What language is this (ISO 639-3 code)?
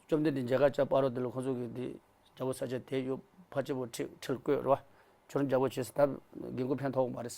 bod